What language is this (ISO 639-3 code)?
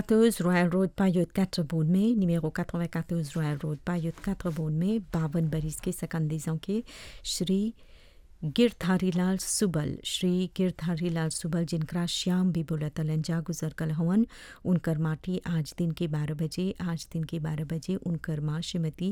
bho